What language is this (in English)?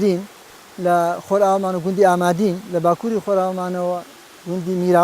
Central Kurdish